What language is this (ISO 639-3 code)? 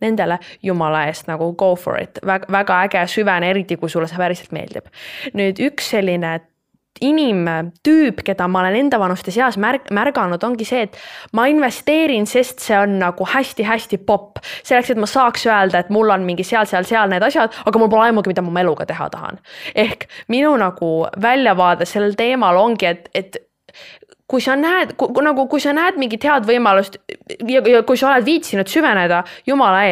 est